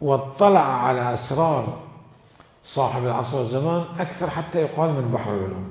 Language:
Mesopotamian Arabic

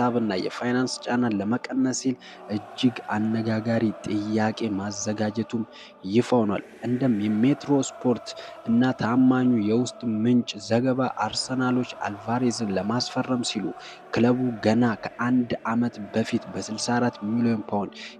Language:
Amharic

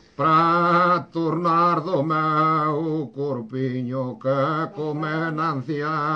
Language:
Galician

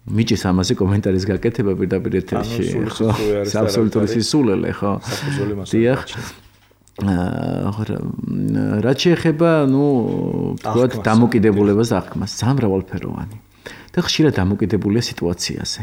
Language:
Georgian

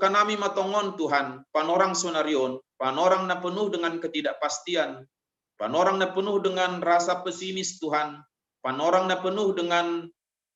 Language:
Batak Simalungun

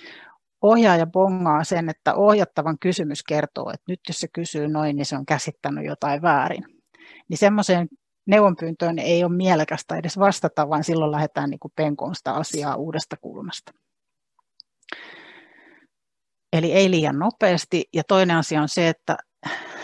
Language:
Finnish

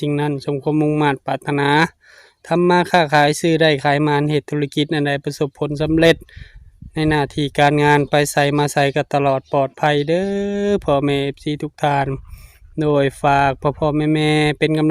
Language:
Northeastern Thai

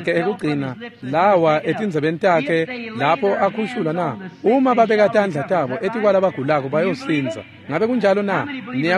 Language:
Swati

